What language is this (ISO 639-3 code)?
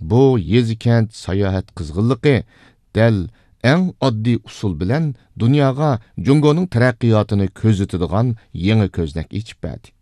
uig